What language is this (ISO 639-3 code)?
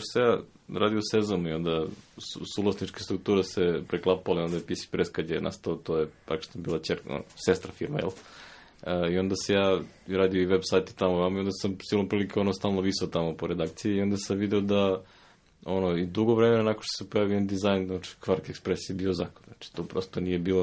srp